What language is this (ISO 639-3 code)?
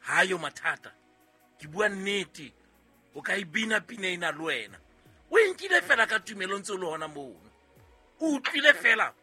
sot